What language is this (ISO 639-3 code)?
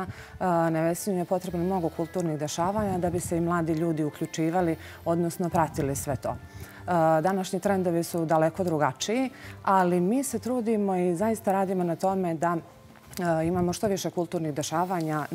srp